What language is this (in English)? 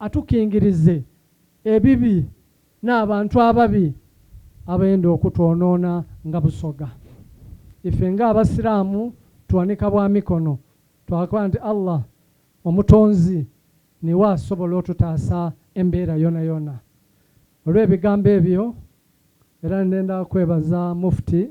Soga